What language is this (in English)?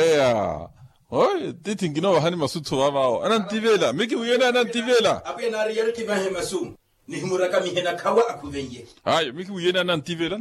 Makhuwa